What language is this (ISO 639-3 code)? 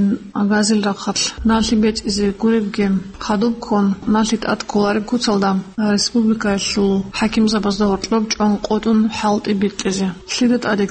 ava